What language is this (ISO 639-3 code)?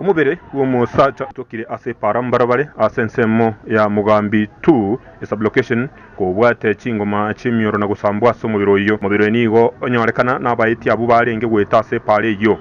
guz